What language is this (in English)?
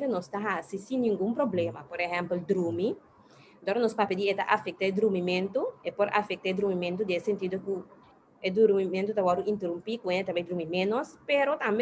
Papiamento